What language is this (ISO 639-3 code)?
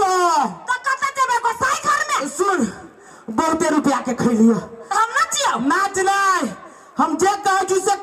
mai